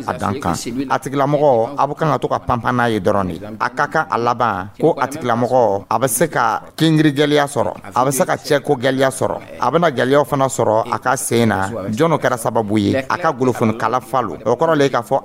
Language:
Dyula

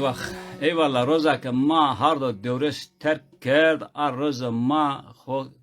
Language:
Zaza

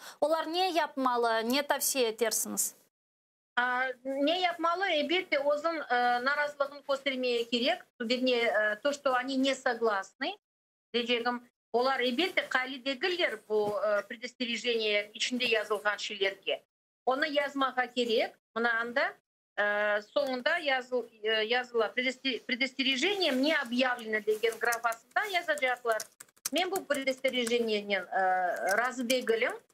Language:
Crimean Tatar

